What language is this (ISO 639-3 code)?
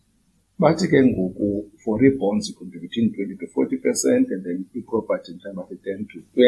xho